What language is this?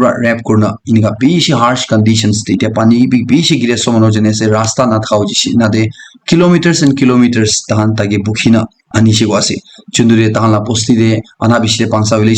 Naga Pidgin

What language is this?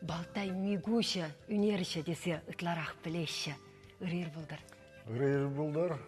Chuvash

